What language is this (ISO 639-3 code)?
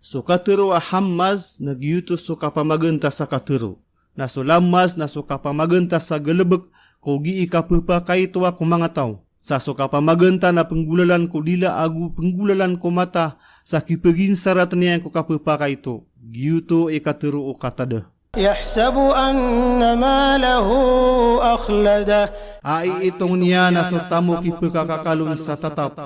mrw